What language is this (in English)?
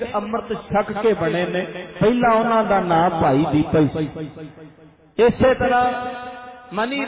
Punjabi